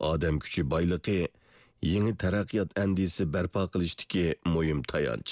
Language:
Uyghur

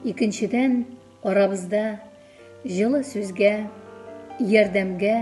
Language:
Tatar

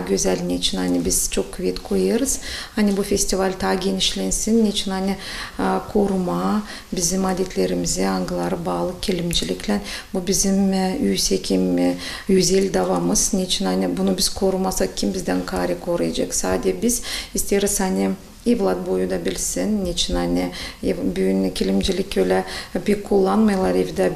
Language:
Gagauz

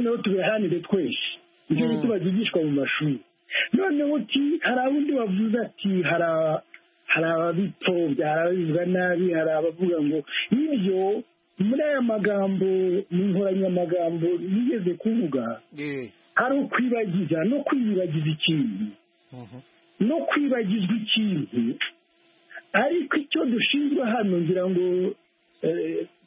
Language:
Kinyarwanda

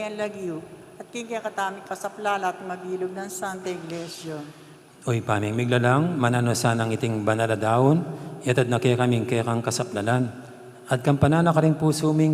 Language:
Pampanga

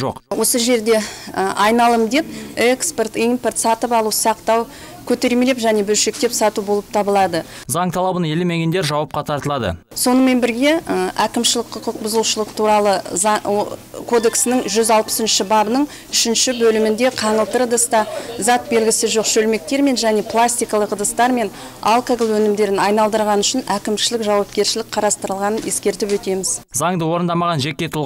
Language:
Kazakh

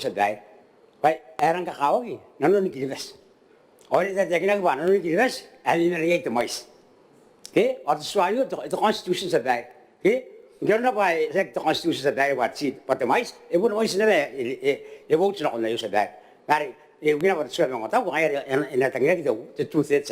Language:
Gilbertese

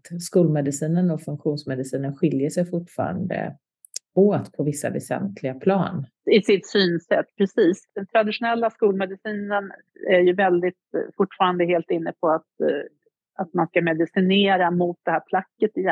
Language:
Swedish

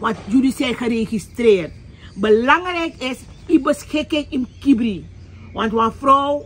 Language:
Sranan Tongo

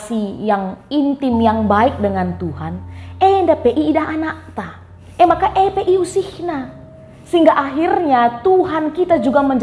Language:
Batak Karo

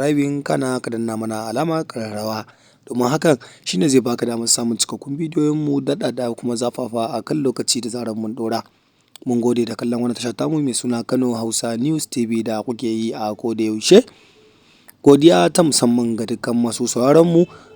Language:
Hausa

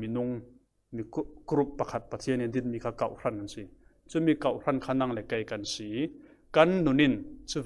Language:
Falam Chin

